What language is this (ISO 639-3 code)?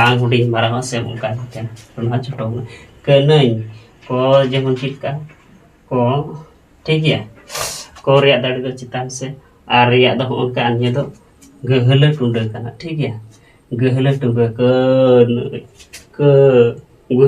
sat